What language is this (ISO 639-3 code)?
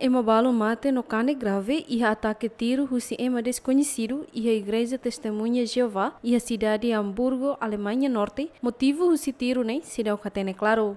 tet